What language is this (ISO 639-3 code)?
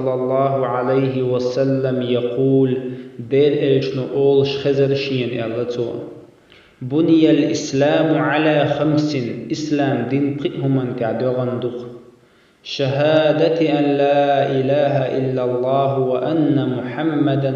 che